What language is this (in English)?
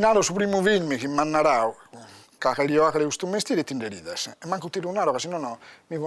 Sardinian